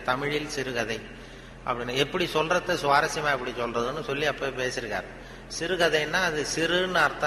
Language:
Tamil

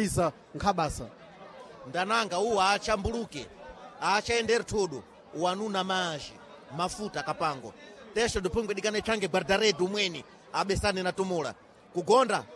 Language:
Sena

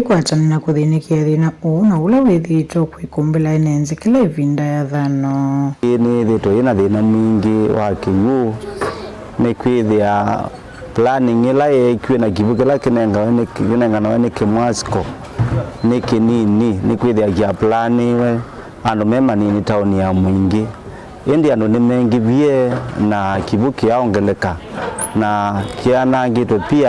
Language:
Kamba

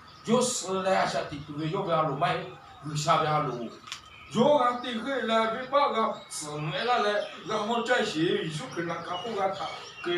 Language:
Lahu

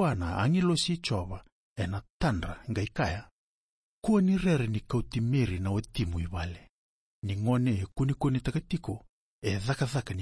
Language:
Fijian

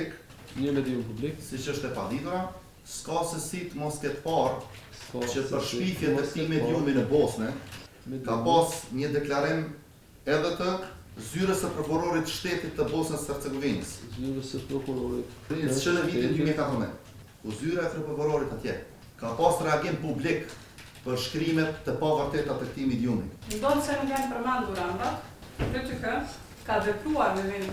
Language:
Albanian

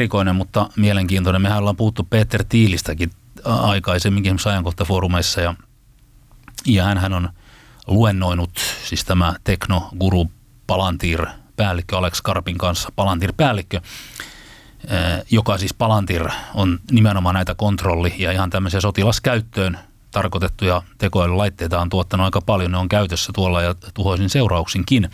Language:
Finnish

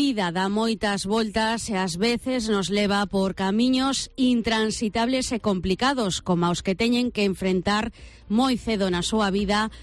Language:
Galician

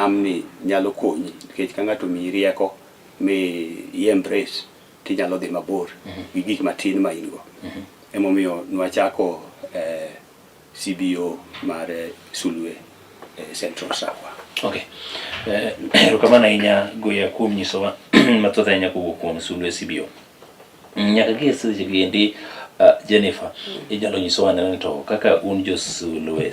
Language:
Luo (Kenya and Tanzania)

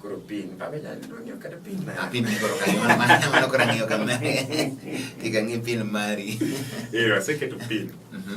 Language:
Luo (Kenya and Tanzania)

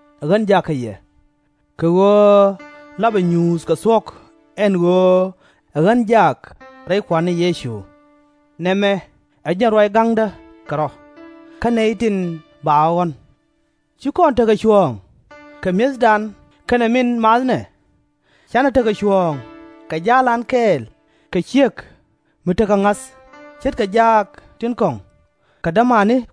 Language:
Nuer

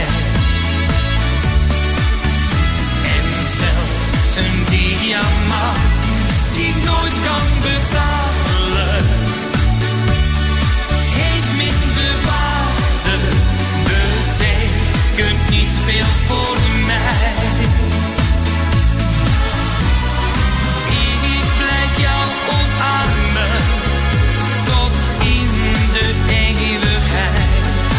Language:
Dutch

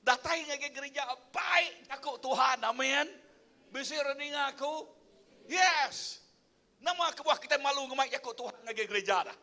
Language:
Iban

